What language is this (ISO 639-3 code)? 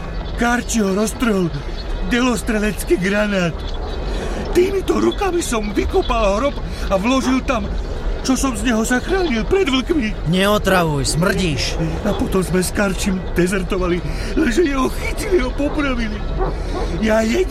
slk